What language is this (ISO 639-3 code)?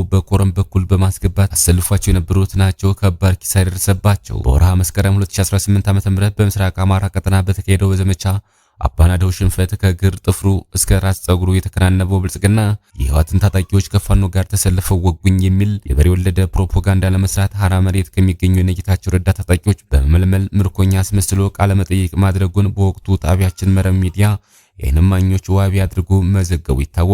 amh